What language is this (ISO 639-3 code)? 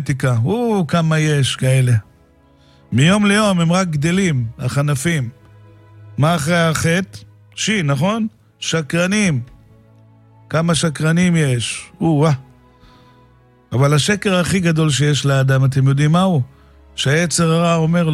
heb